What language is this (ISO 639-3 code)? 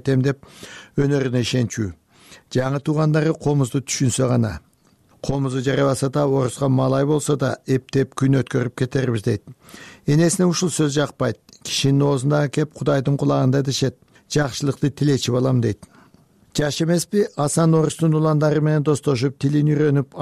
kir